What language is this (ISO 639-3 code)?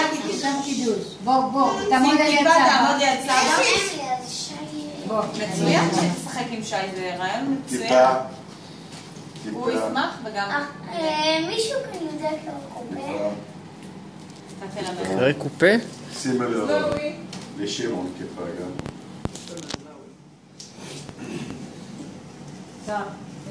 heb